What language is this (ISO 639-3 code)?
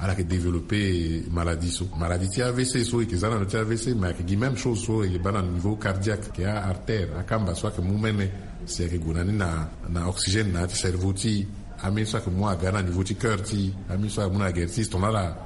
sag